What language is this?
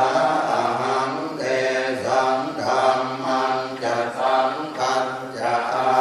Pali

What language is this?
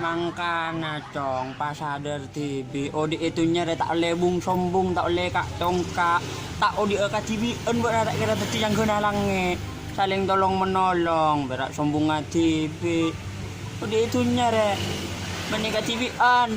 Madurese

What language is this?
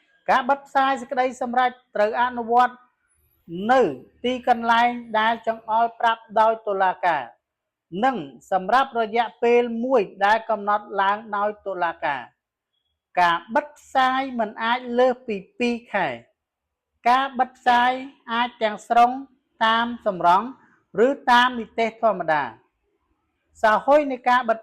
Khmer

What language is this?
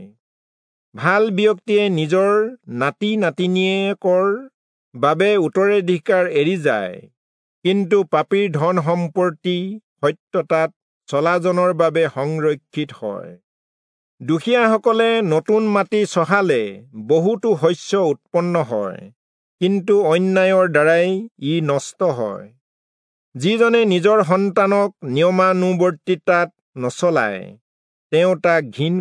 Assamese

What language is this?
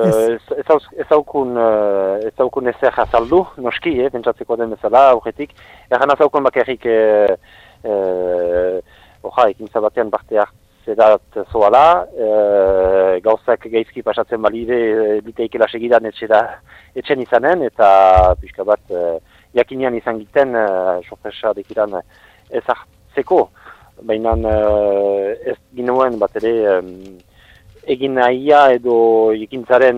Basque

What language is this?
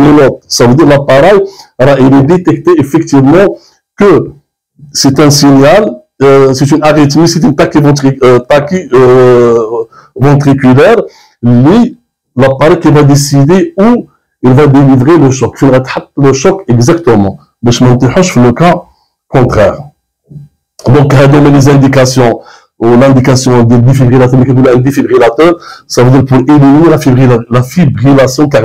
Moroccan Arabic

